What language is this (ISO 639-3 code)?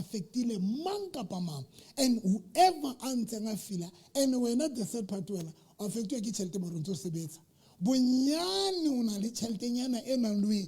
sot